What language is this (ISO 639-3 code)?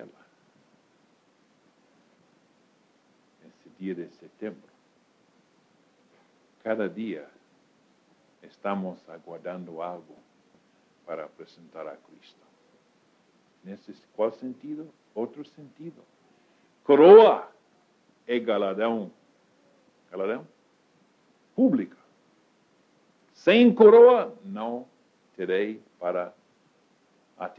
por